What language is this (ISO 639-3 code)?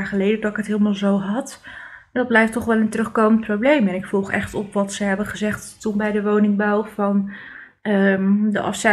nld